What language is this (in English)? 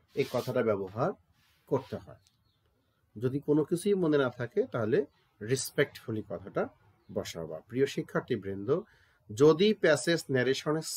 Bangla